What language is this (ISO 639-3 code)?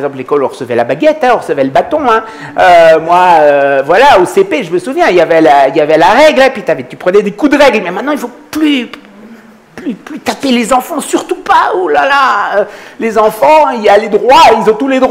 fra